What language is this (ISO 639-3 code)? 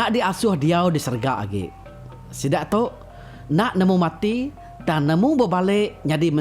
iba